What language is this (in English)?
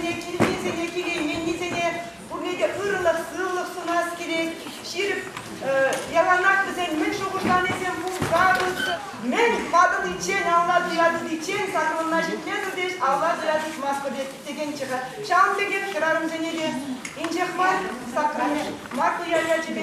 Chuvash